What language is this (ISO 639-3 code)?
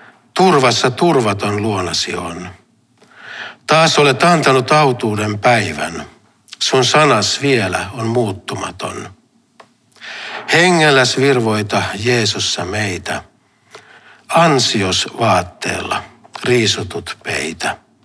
fin